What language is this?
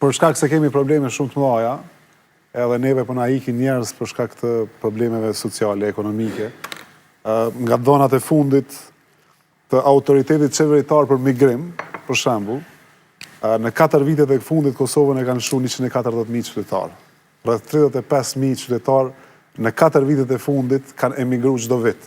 Albanian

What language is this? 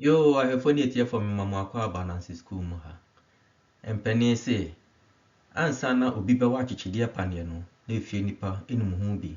Akan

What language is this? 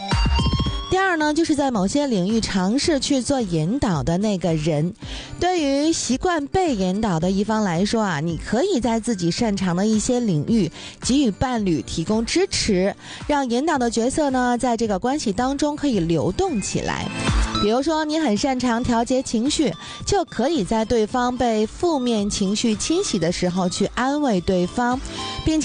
Chinese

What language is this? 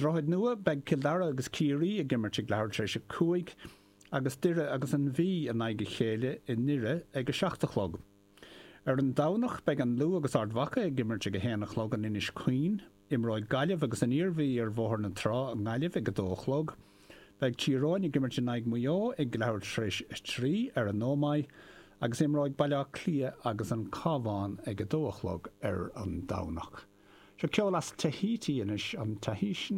Irish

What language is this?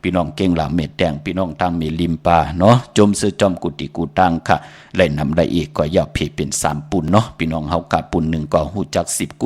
Shan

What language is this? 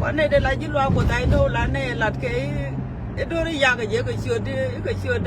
Nuer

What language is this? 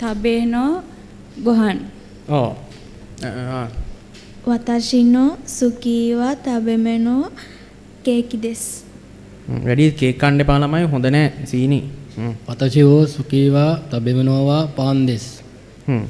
Sinhala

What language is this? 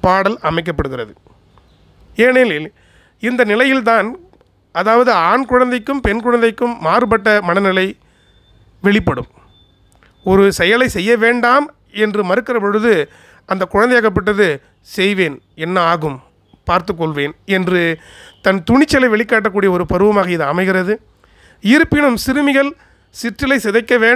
Tamil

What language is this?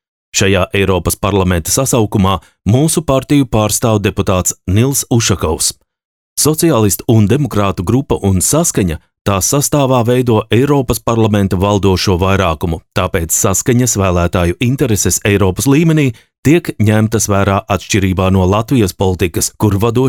Latvian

